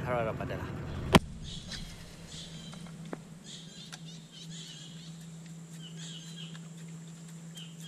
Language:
Malay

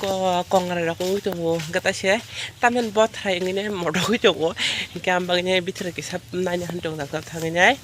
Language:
Kok Borok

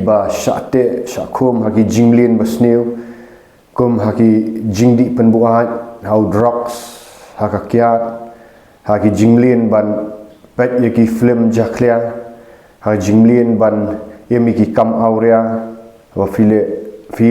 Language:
Khasi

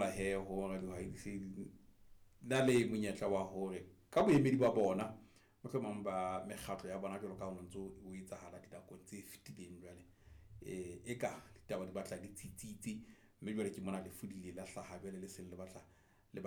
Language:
Southern Sotho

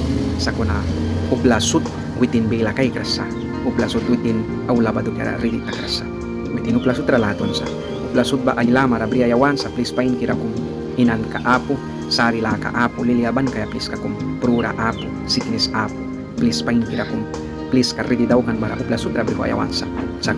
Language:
Mískito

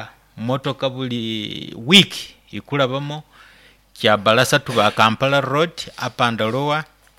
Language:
Nyoro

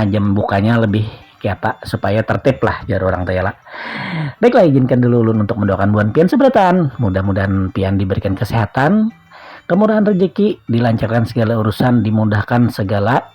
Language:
Banjar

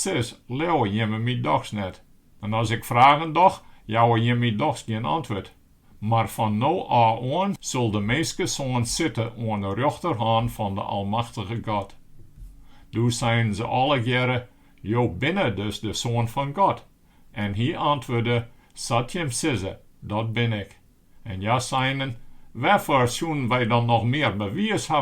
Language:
Western Frisian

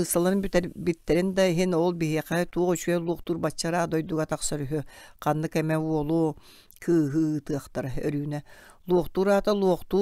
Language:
Yakut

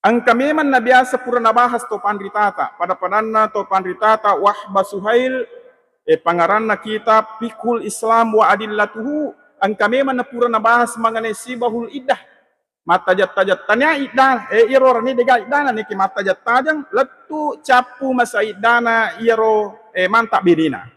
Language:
Buginese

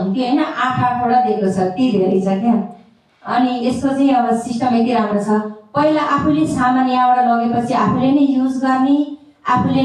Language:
Nepali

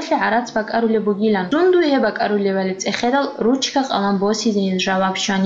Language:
Avaric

